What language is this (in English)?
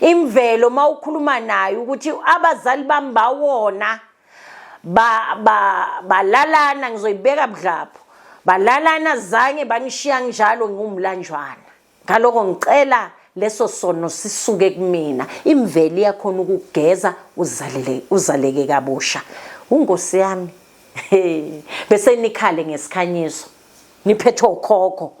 Zulu